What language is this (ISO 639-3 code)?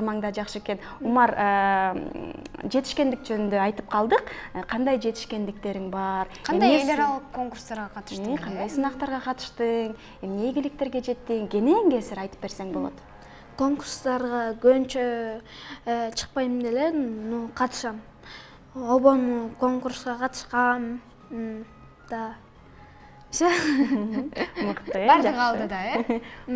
kir